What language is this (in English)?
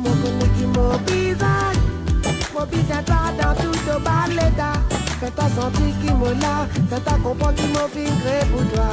Morisyen